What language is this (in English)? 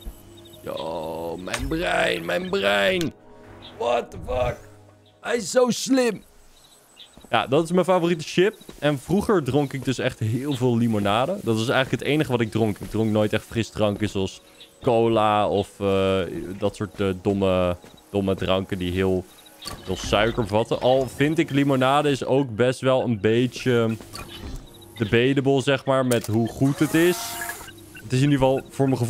Dutch